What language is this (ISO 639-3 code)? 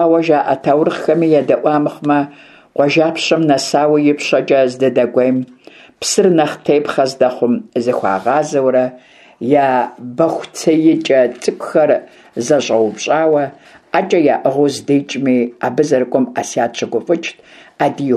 kbd